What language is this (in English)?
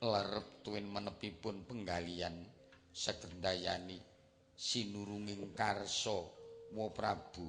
Javanese